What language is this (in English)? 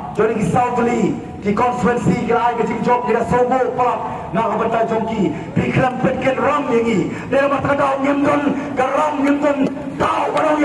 Khasi